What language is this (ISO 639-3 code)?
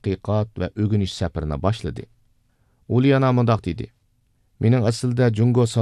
uig